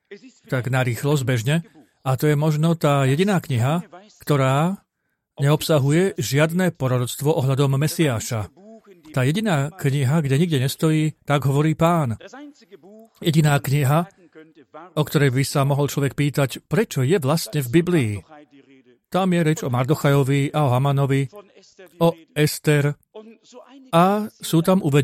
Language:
Slovak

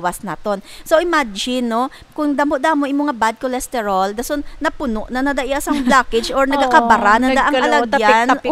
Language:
Hiligaynon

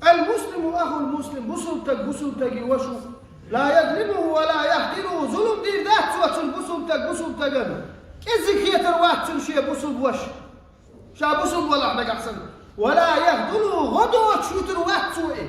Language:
Chechen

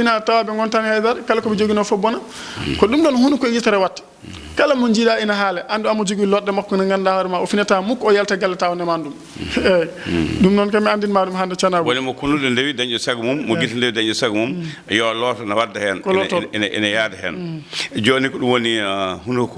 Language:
Fula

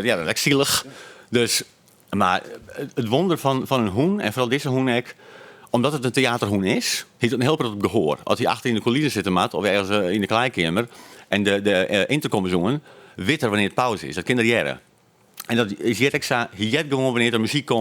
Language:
Western Frisian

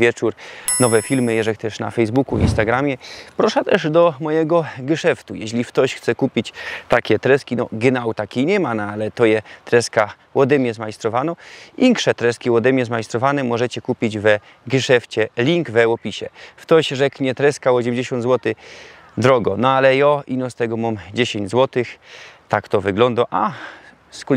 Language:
Silesian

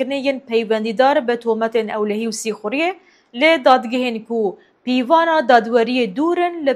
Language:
Kurdish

